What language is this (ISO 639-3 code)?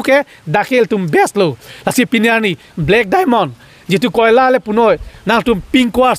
mjw